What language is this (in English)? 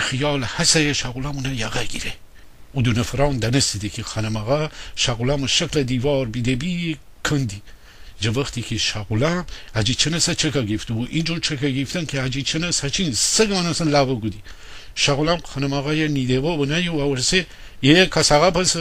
Gilaki